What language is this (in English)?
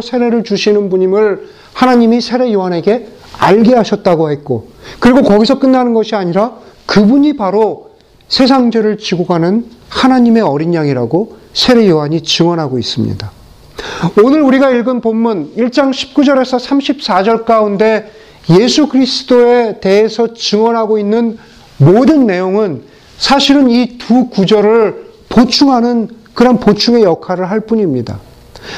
Korean